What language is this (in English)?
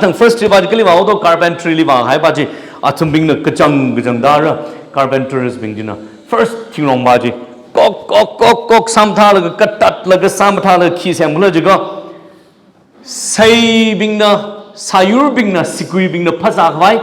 Tangkhul Naga (India)